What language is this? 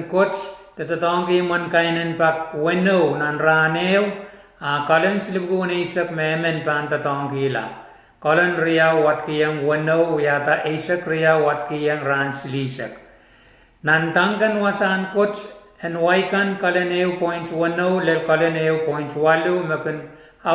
Pohnpeian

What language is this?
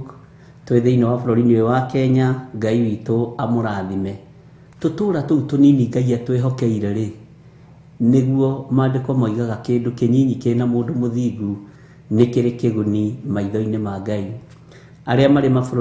Kikuyu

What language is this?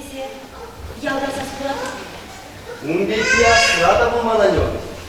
Chuvash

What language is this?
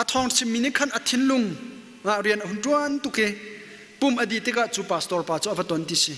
Hakha Chin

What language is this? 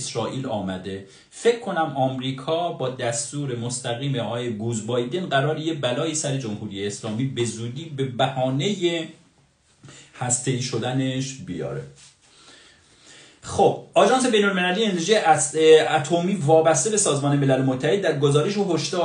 Persian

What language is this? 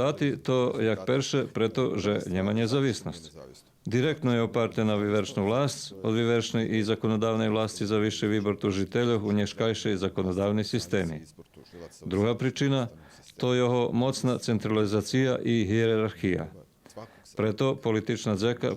Rusyn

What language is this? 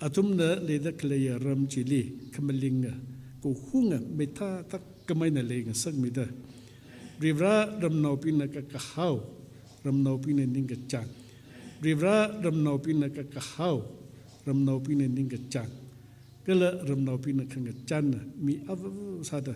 Tangkhul Naga (India)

